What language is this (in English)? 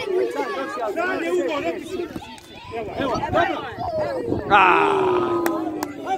Croatian